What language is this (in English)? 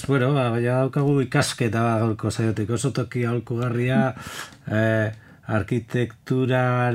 Basque